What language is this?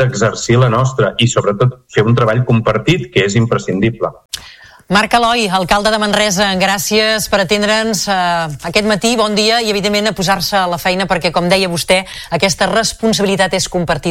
Catalan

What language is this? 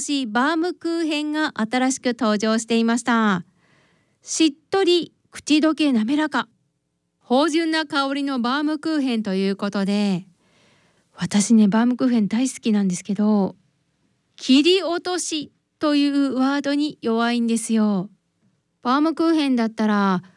Japanese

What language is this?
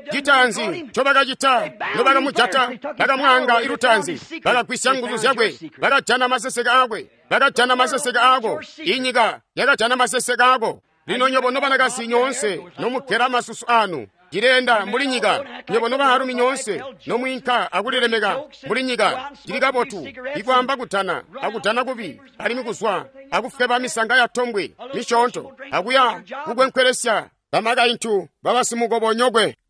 Tonga (Zambia)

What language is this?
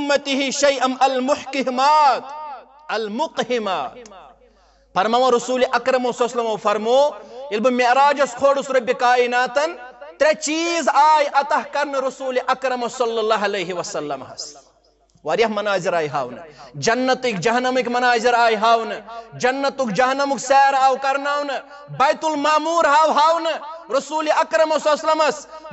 Kashmiri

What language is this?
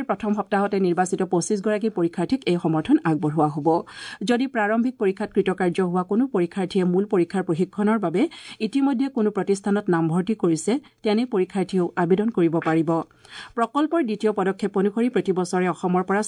Assamese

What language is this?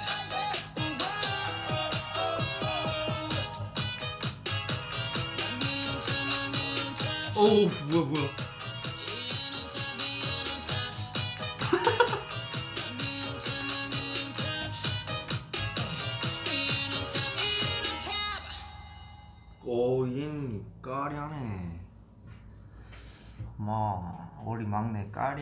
Korean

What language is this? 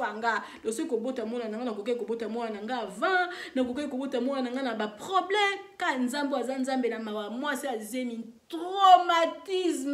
Lingala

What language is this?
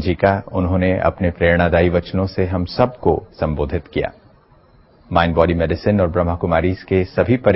Hindi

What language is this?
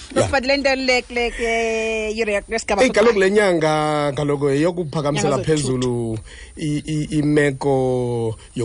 Xhosa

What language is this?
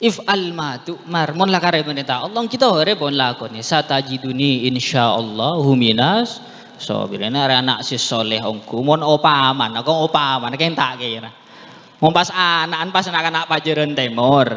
Madurese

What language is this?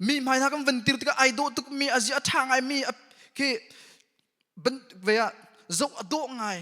Hakha Chin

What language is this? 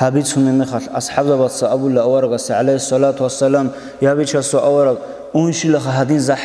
Avaric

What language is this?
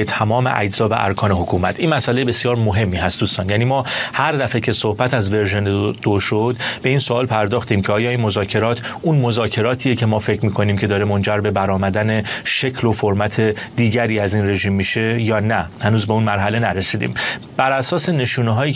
Persian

